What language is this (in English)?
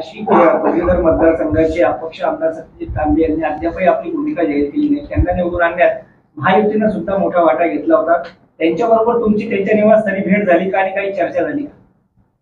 Marathi